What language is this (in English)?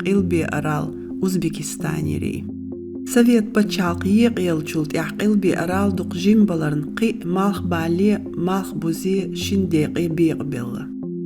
Chechen